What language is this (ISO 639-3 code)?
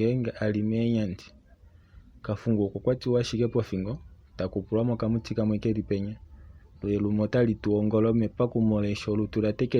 kua